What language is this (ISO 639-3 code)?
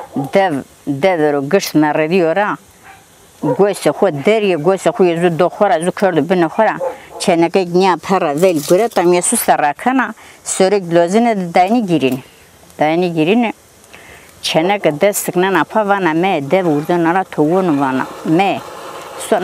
zza